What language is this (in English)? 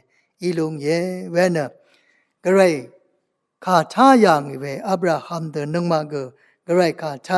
Rawang